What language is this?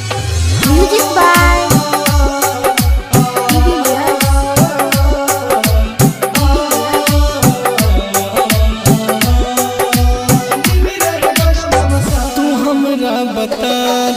Bhojpuri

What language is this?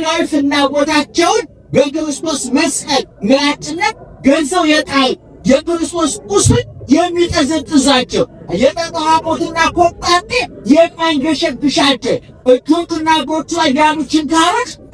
Amharic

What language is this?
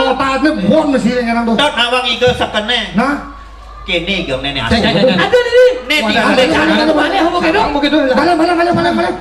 Balinese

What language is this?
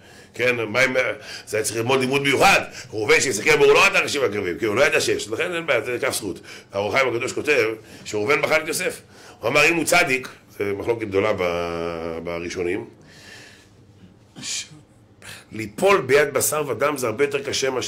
Hebrew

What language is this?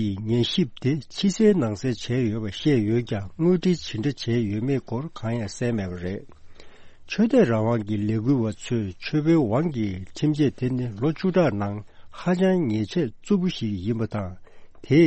Tibetan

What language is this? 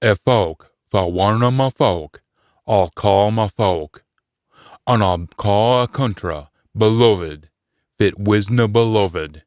Scots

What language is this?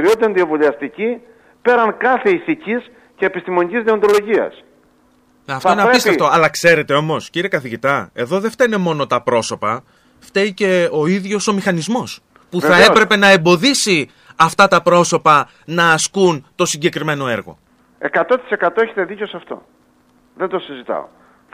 Greek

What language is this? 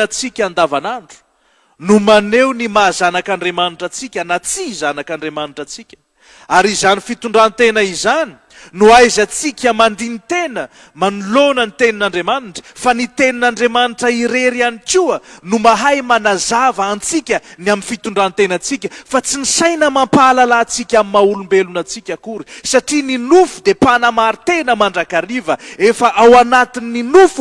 Malagasy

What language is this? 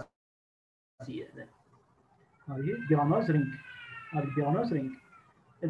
Arabic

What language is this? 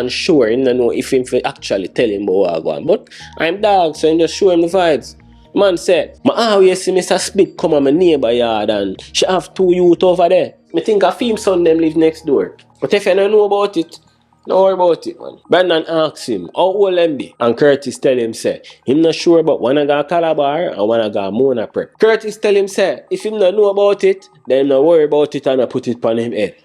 Jamaican Creole English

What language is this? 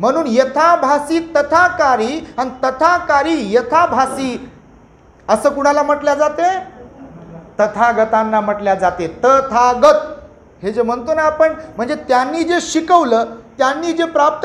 Marathi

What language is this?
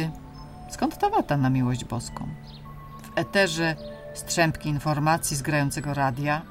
Polish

